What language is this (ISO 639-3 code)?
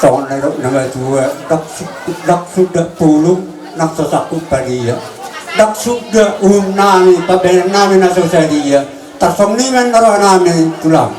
bbc